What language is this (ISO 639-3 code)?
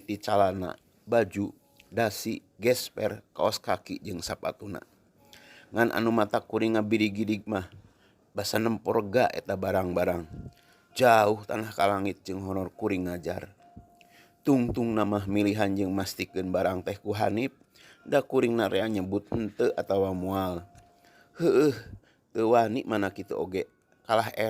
sun